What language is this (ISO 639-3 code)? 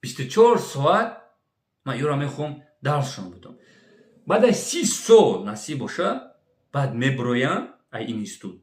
tgk